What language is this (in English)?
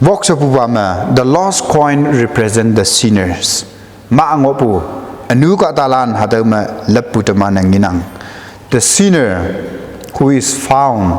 Konyak Naga